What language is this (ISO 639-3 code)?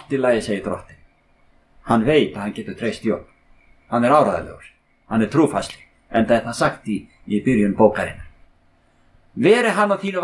isl